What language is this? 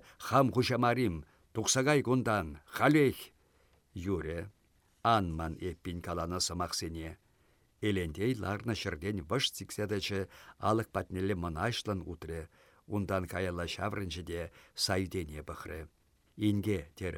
Chuvash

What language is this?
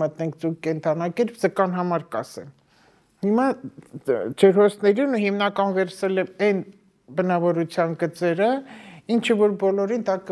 Armenian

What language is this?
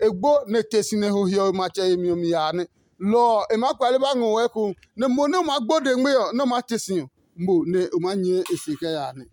Adangme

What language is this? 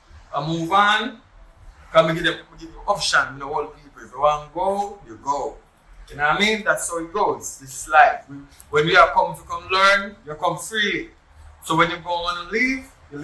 Jamaican Creole English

